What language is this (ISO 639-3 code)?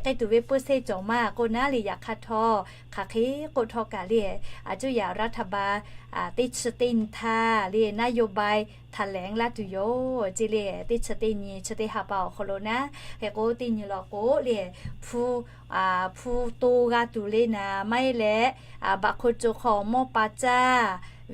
lhu